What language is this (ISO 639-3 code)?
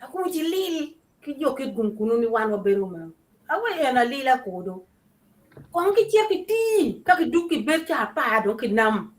ach